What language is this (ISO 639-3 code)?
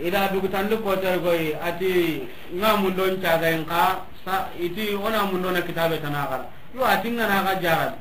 snk